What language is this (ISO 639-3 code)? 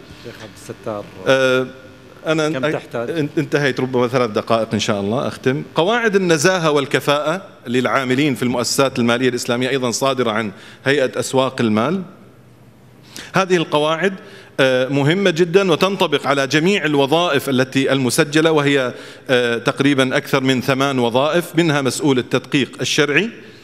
ara